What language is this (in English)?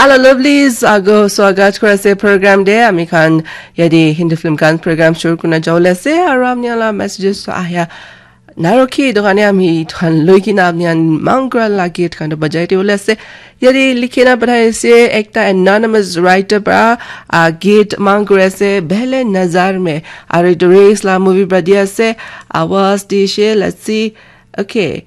Naga Pidgin